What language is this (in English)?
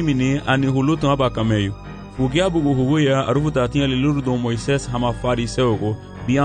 Garifuna